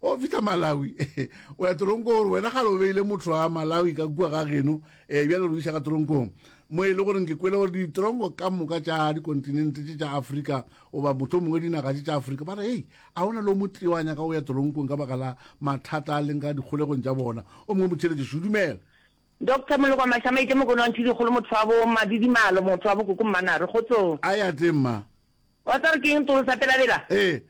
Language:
Northern Sotho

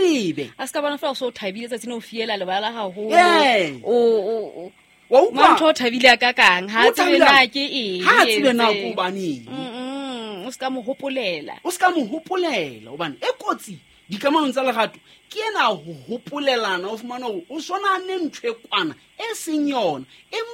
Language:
Southern Sotho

